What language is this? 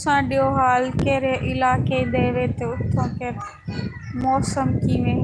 Saraiki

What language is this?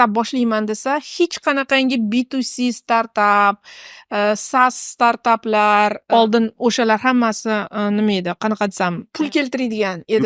Uzbek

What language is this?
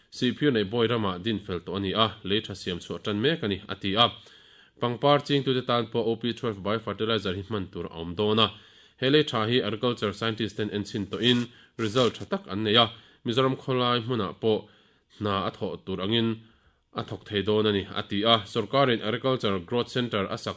Mizo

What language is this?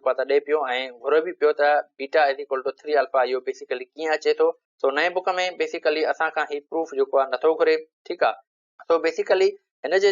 Sindhi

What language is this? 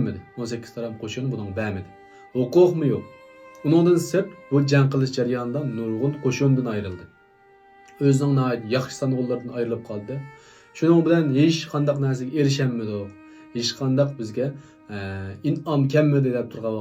Uyghur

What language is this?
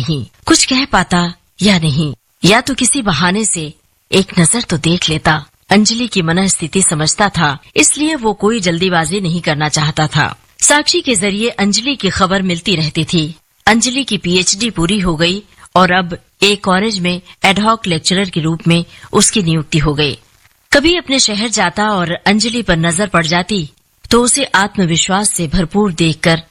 Hindi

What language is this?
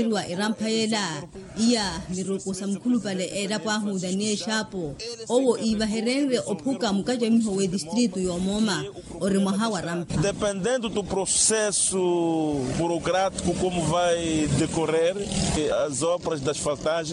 Makhuwa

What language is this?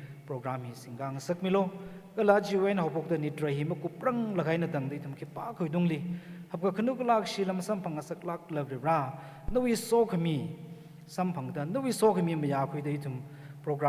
Tangkhul Naga (India)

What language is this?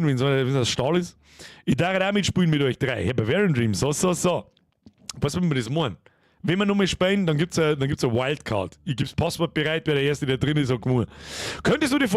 Bavarian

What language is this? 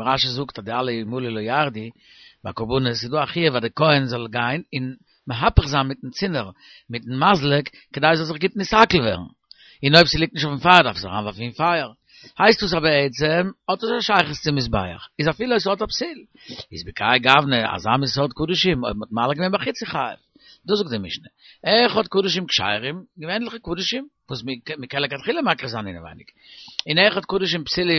Yiddish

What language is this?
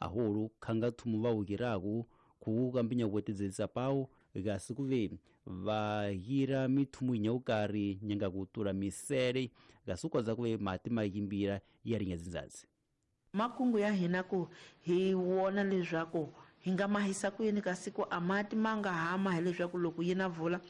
Tsonga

